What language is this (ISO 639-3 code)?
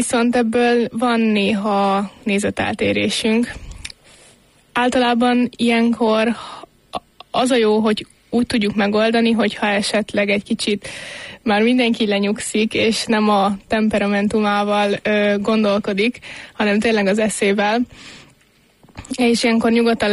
hun